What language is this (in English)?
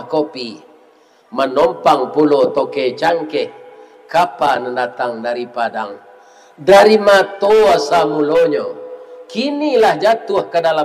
Minangkabau